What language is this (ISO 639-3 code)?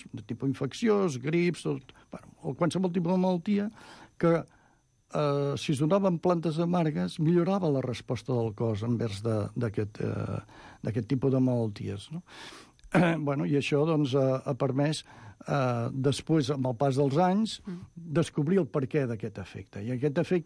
cat